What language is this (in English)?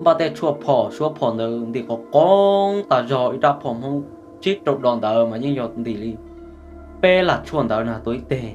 Hmong